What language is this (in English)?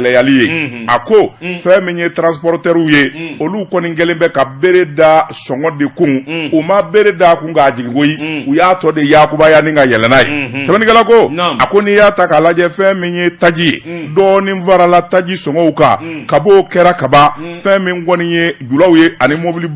Bambara